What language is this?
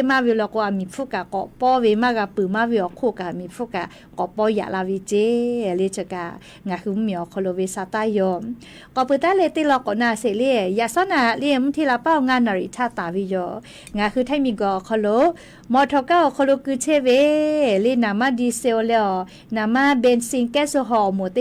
Lahu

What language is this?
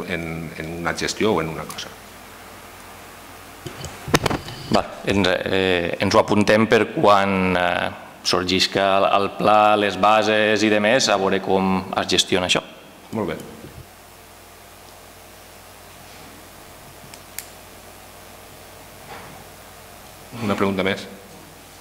Catalan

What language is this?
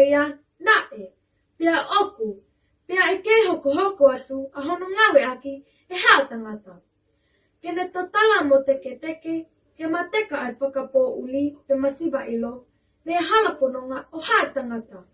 Tongan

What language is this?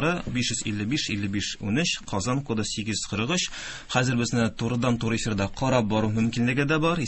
Tatar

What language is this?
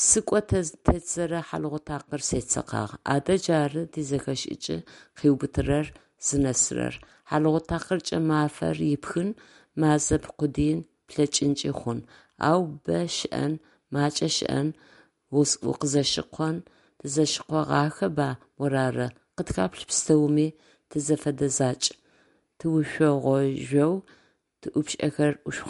Adyghe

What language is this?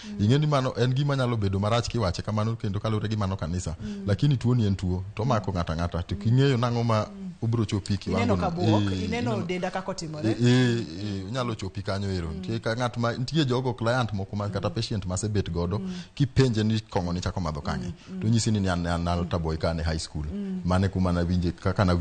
Luo (Kenya and Tanzania)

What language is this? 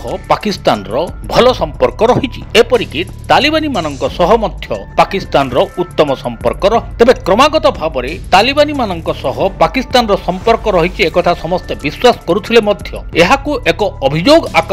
Odia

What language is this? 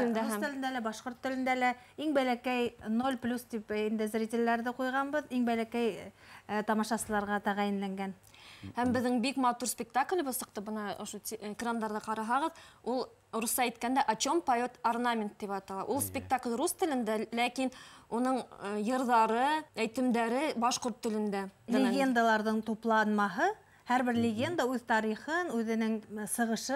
Bashkir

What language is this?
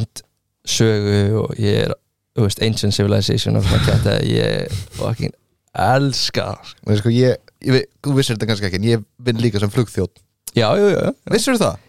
Icelandic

